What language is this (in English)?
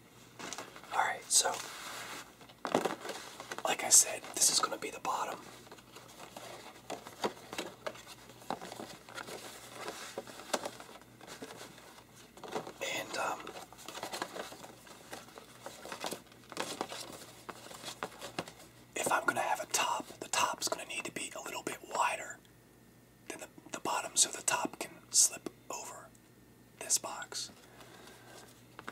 English